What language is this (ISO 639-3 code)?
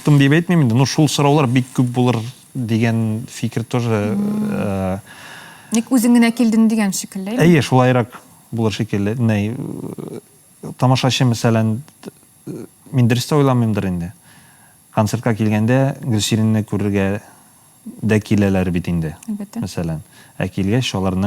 tat